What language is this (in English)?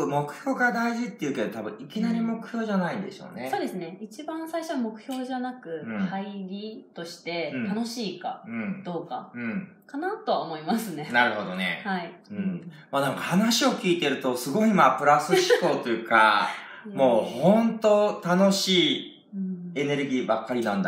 Japanese